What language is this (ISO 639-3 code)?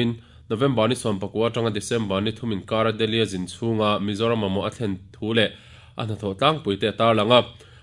lus